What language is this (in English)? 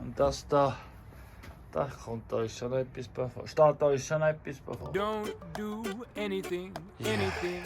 Swiss German